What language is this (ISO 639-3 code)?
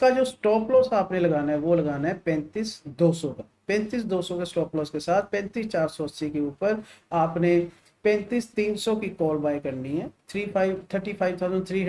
hin